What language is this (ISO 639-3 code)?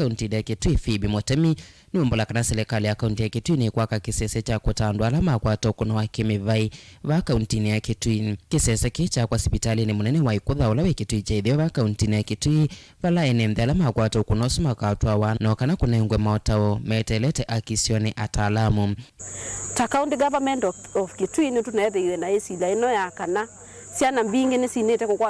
kam